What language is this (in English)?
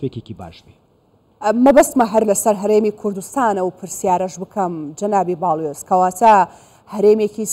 Central Kurdish